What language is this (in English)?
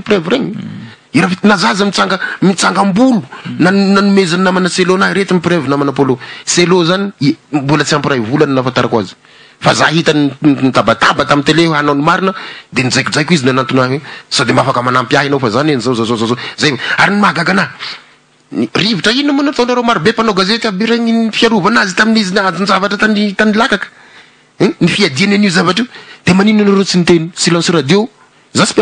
Malagasy